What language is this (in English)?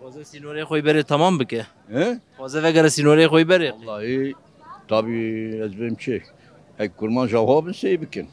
Kurdish